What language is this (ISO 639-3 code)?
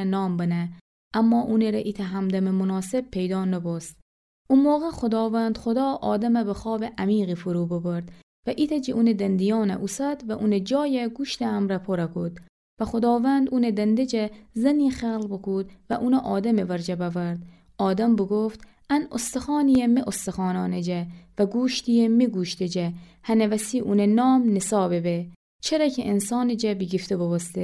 glk